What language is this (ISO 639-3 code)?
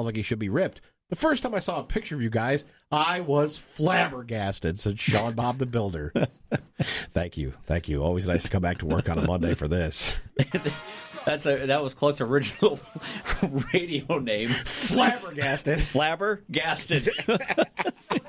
eng